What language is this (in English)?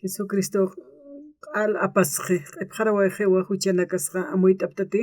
Aymara